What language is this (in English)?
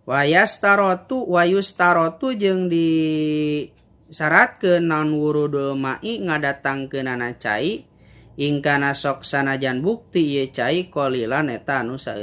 Sundanese